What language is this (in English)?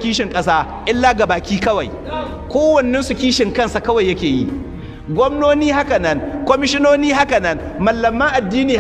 Hausa